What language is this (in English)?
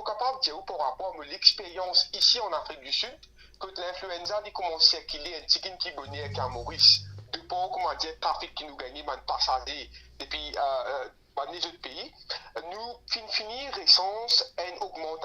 Morisyen